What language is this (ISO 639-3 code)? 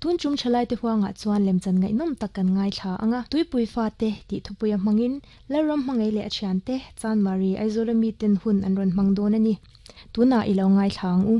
lus